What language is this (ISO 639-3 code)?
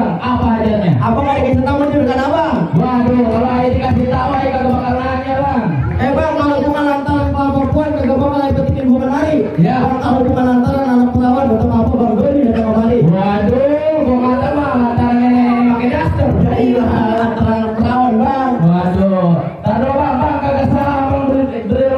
bew